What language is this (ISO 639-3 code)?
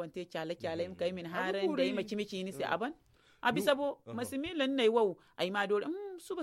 dje